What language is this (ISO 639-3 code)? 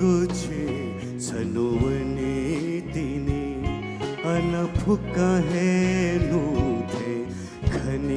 new